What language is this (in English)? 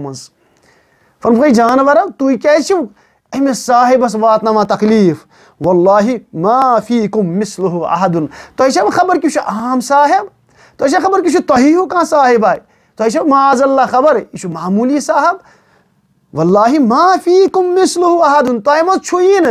Kashmiri